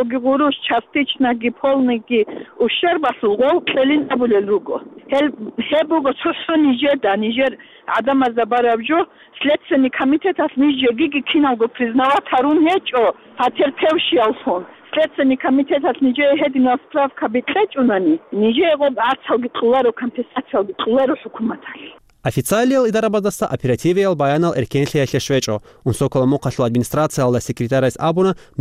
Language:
Avaric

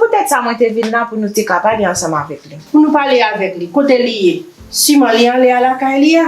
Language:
Haitian Creole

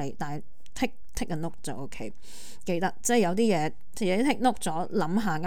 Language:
Cantonese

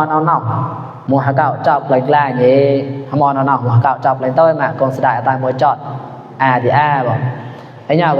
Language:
Mon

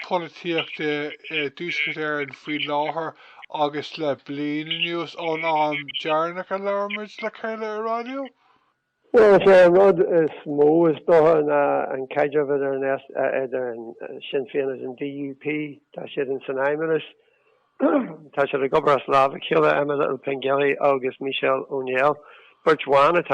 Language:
Irish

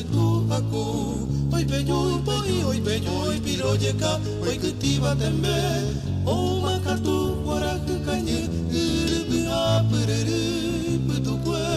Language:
Guarani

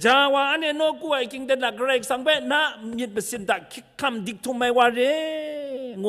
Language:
Kachin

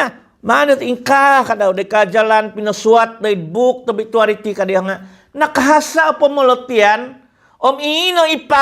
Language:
Central Dusun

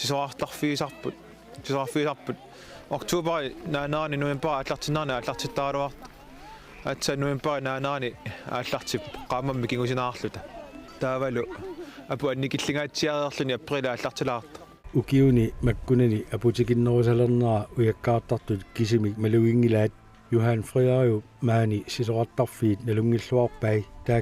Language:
Kalaallisut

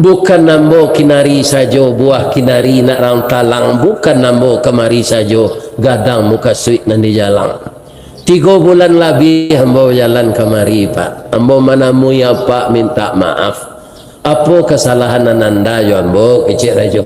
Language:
Minangkabau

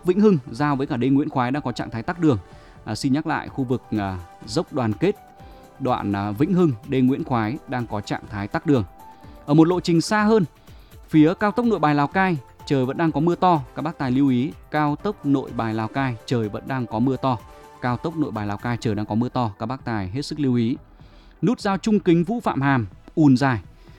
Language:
Vietnamese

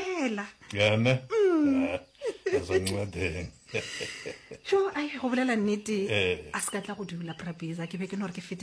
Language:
Northern Sotho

